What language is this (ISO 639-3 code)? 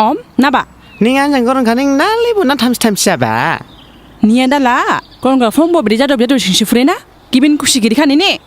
dis